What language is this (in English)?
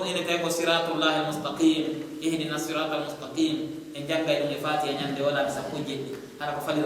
Pular